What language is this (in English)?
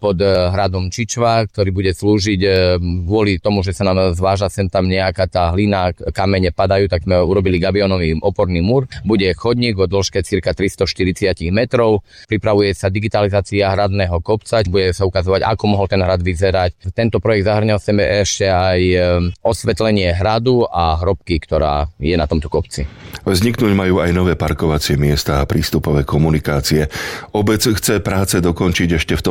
Slovak